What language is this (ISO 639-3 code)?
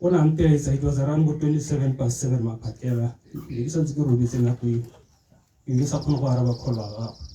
tsn